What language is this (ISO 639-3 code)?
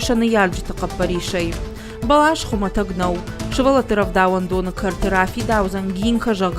oss